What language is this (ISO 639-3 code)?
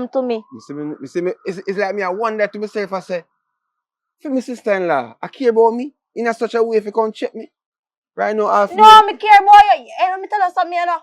jam